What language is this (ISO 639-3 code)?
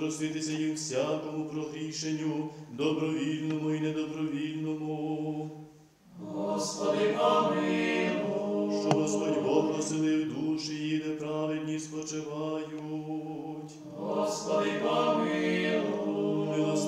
ukr